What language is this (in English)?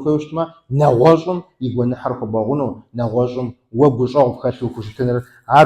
Kabardian